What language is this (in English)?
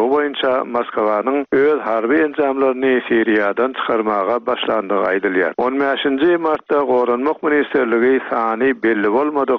Turkmen